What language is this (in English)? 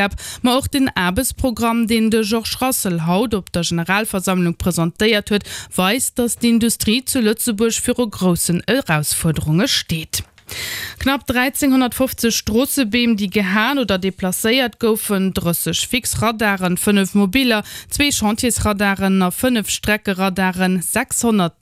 Luxembourgish